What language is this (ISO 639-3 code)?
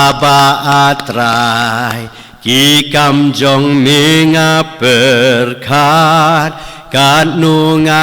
kha